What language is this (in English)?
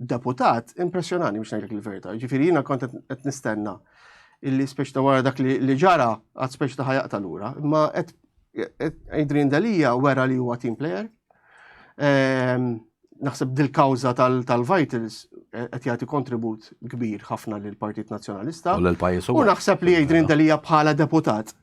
Maltese